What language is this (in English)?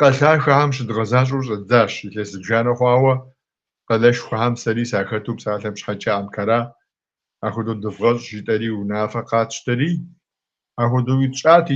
Kabardian